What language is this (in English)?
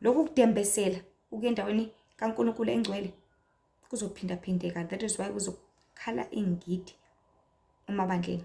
Zulu